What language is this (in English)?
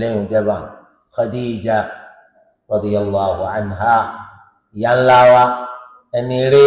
Yoruba